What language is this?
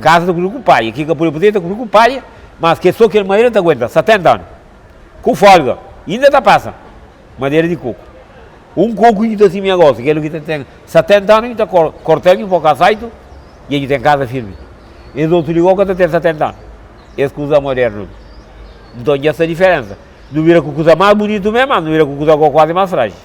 Kabuverdianu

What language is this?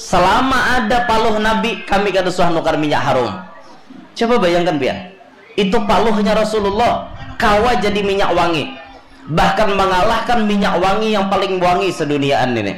Banjar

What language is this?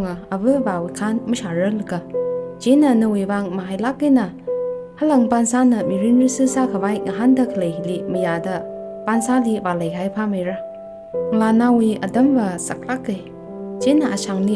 Tangkhul Naga (India)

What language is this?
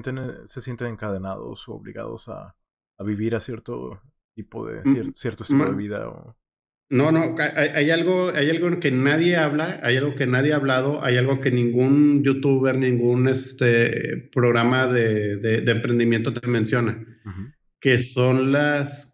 Spanish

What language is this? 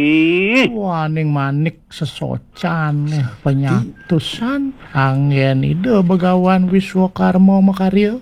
Balinese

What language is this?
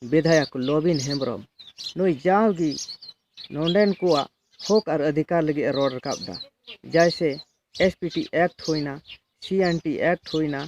Santali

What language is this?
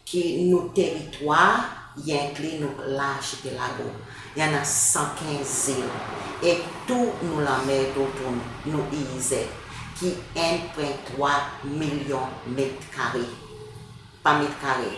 Seselwa Creole French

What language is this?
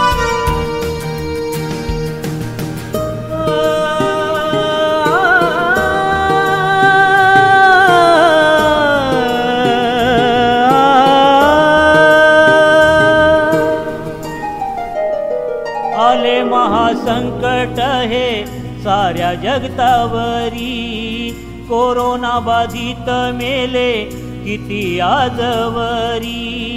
Marathi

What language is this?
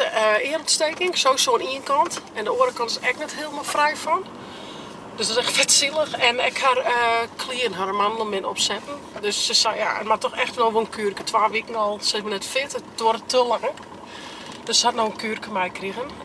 Western Frisian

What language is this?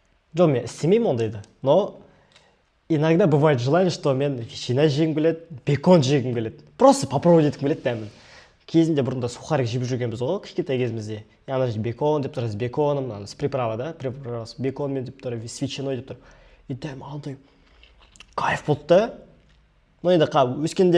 Kazakh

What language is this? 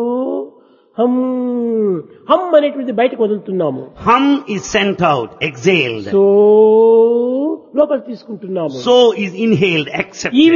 Telugu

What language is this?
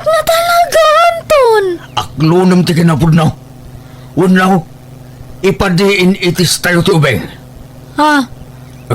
Iloko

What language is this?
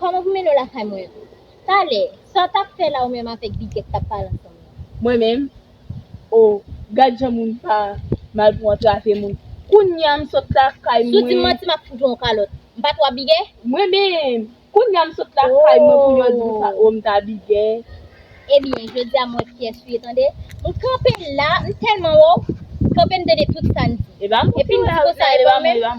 Haitian Creole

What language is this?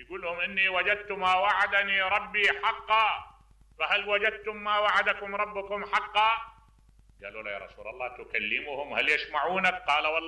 Mesopotamian Arabic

